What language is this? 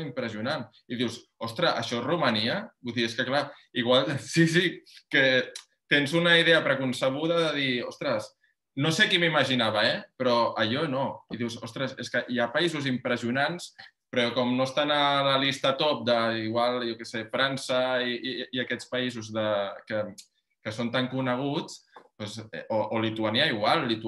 Catalan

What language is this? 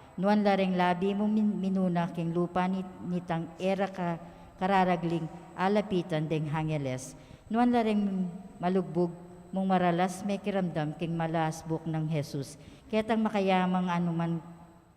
Pampanga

